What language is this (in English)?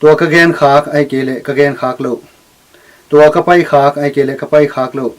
Tedim Chin